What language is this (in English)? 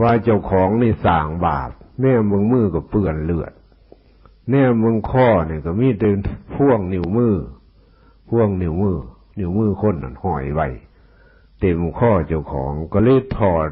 Northeastern Thai